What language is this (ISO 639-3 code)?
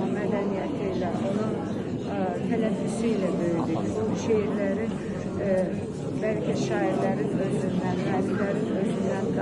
aze